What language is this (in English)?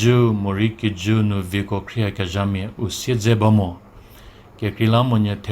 Angami Naga